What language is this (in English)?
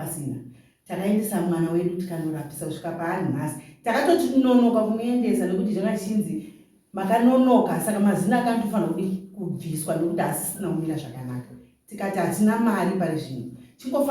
Shona